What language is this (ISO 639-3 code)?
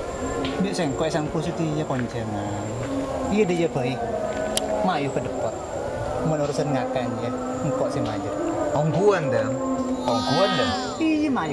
mad